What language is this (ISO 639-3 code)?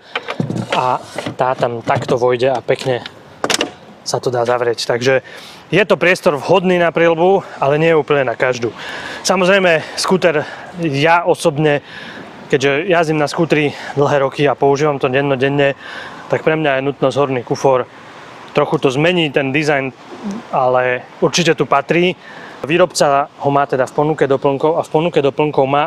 slk